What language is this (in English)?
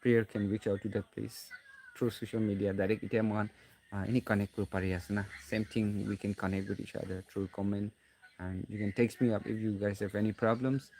Naga Pidgin